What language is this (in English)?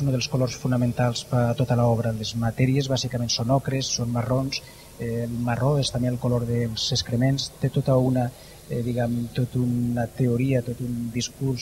Catalan